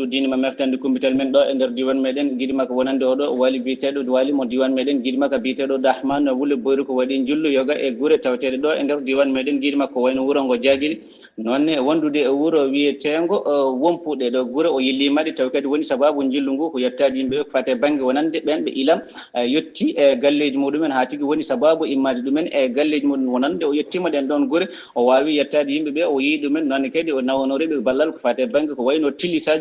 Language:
Fula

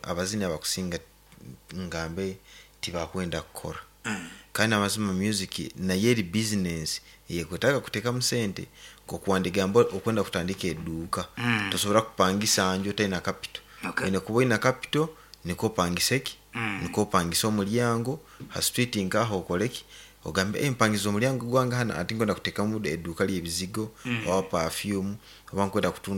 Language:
Nyankole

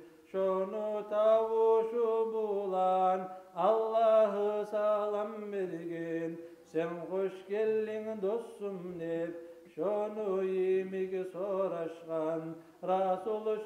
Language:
Kumyk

